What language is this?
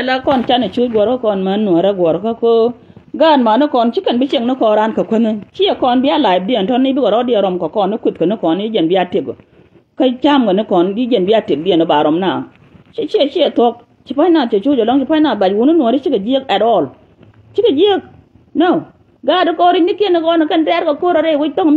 Nuer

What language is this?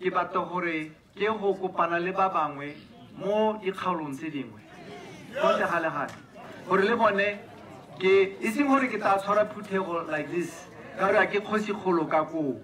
Tswana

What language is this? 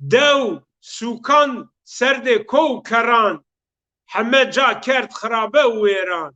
Zaza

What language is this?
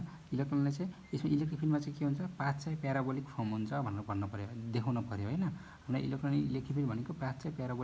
Nepali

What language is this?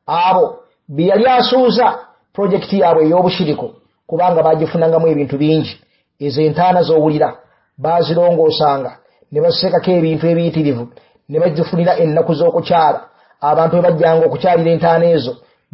Ganda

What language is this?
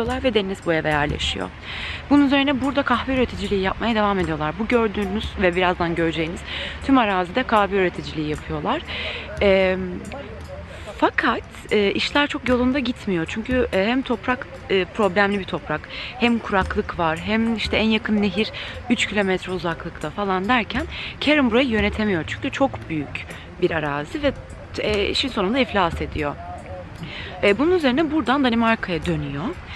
Turkish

